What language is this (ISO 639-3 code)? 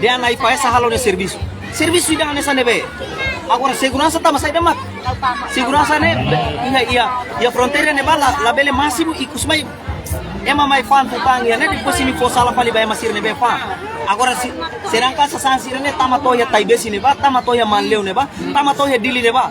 tet